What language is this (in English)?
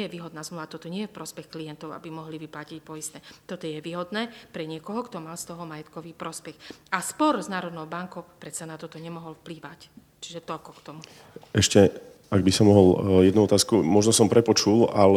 Slovak